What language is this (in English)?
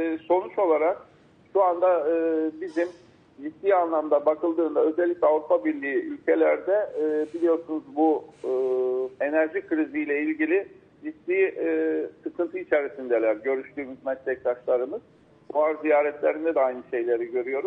Turkish